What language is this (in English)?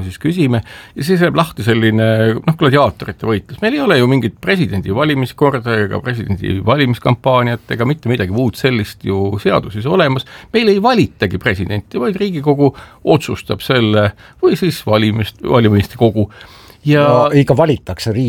Estonian